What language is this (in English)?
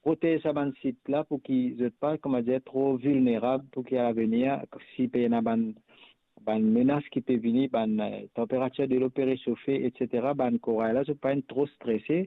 Morisyen